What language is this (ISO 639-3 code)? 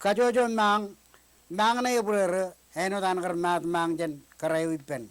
mah